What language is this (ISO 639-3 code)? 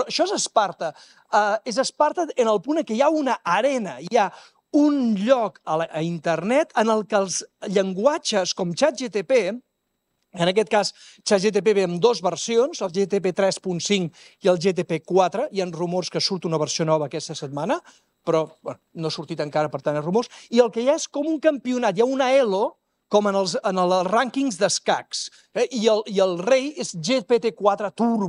cat